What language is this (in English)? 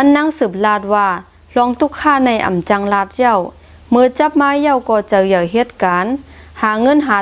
Shan